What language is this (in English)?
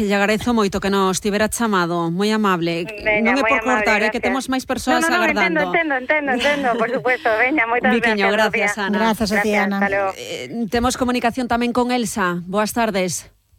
Galician